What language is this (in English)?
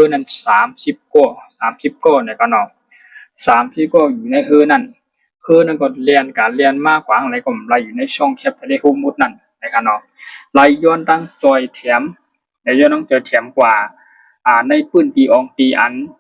Shan